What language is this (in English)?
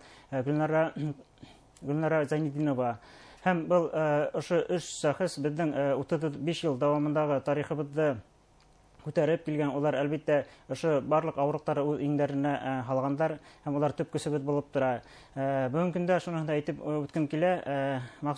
Bashkir